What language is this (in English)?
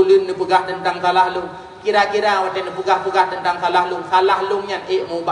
Achinese